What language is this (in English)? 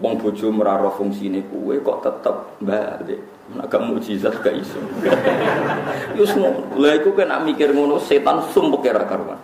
Javanese